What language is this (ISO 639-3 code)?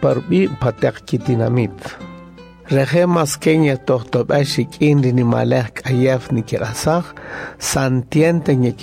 cak